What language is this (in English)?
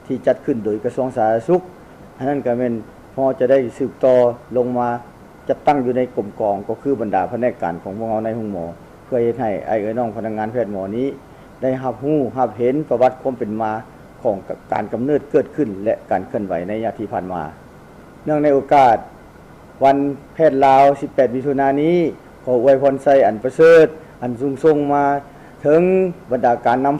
Lao